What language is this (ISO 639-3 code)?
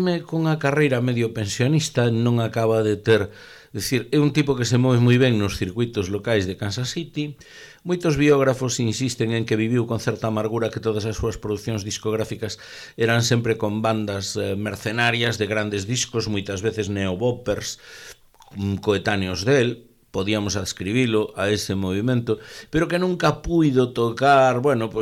glg